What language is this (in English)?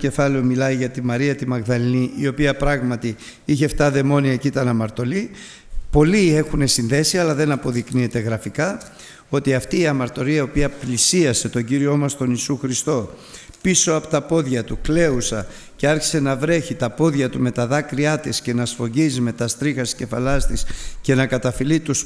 Greek